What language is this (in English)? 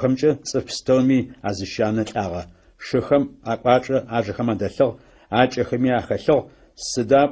Adyghe